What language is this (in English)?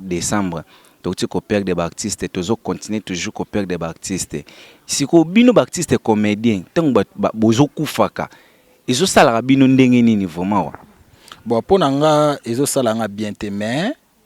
Lingala